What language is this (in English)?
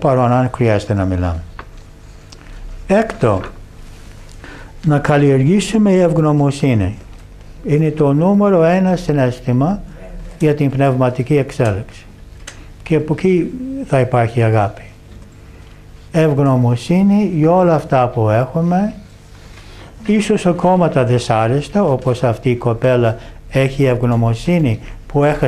Greek